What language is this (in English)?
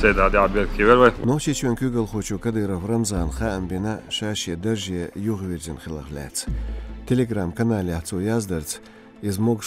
Chechen